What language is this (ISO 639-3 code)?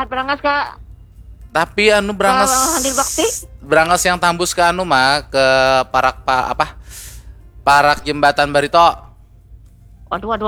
bjn